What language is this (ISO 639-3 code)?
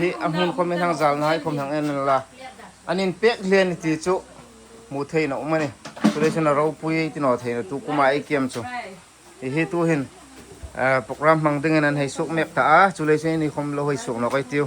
hmr